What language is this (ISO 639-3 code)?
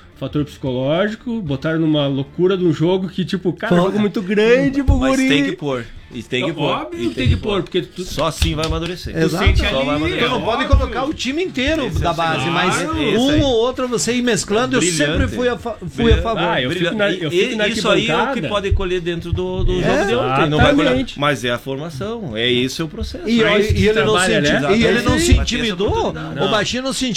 por